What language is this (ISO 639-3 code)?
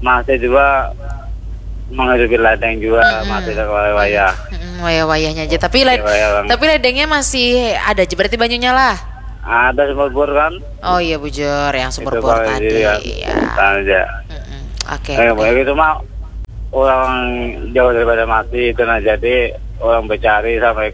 bjn